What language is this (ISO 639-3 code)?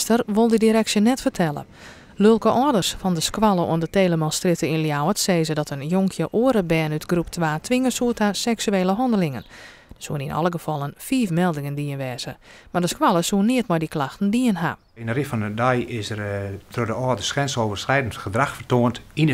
fry